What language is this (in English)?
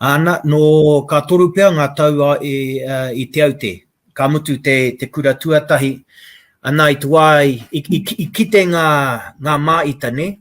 Māori